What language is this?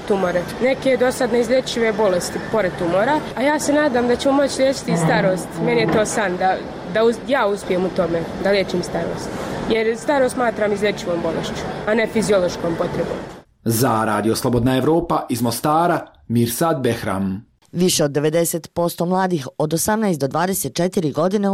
Bosnian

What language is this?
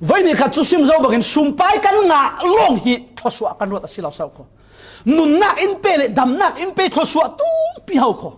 Falam Chin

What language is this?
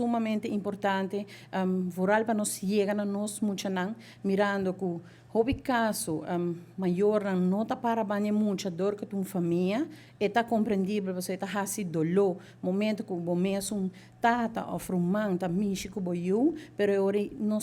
Papiamento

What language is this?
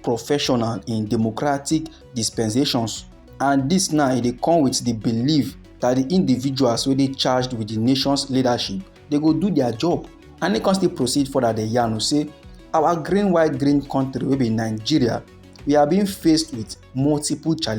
Nigerian Pidgin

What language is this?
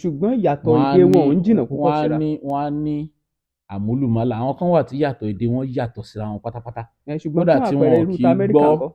Yoruba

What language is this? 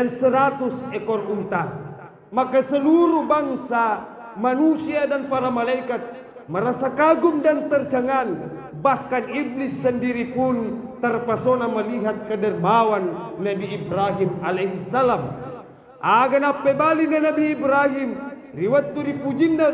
Buginese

